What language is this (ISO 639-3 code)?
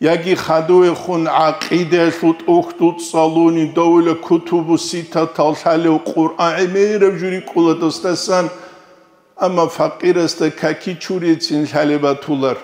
ava